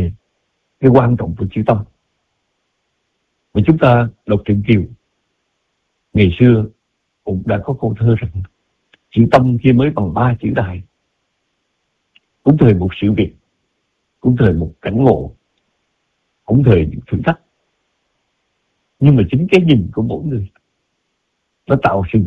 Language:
Vietnamese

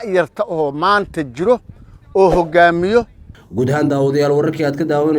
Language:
Somali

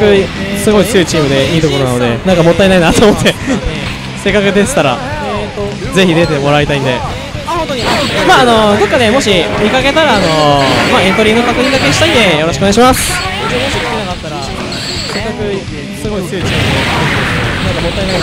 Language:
Japanese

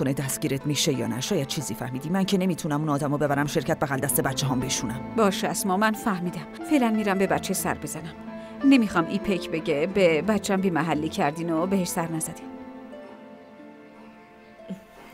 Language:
Persian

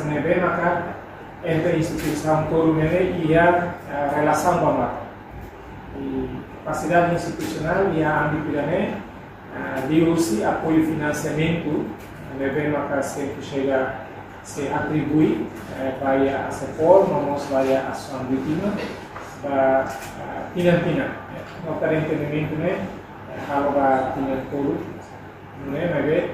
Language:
Tetum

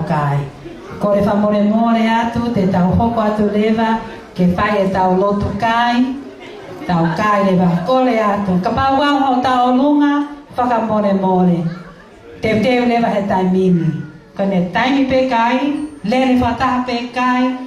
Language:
Tongan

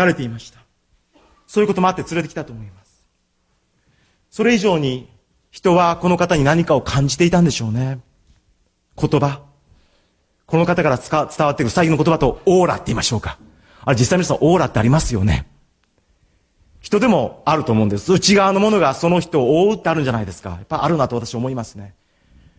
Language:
Japanese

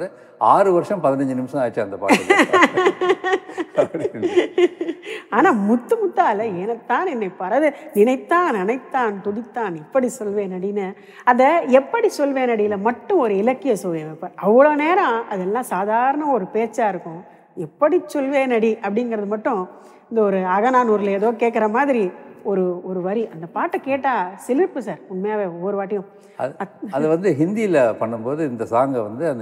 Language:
Tamil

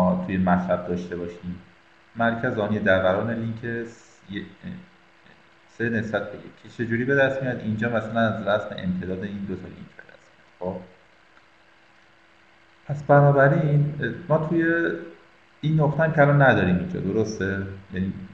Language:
Persian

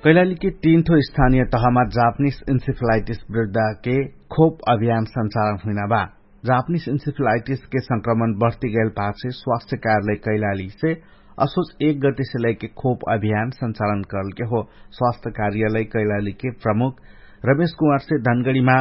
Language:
Dangaura Tharu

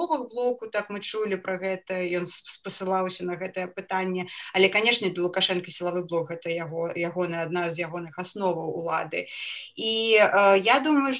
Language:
Belarusian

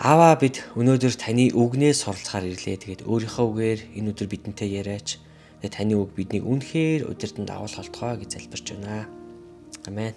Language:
Mongolian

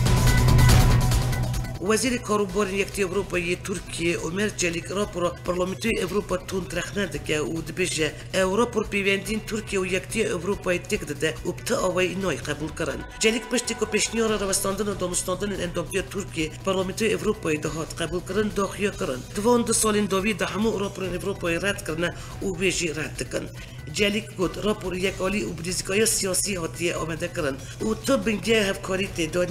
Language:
Kurdish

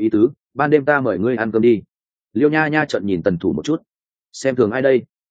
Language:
Vietnamese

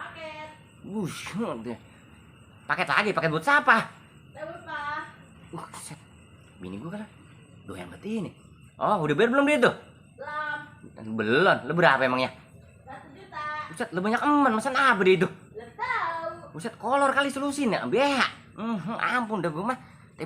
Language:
Betawi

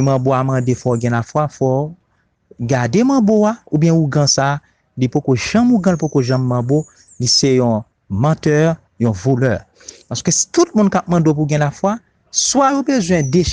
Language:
Haitian Creole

